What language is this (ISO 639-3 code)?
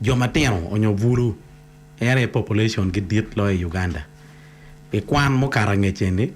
ach